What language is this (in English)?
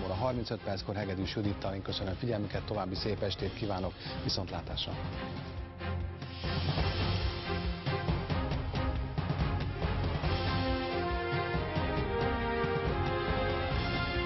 Hungarian